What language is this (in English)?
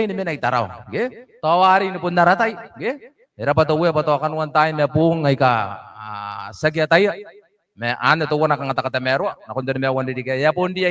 Gilbertese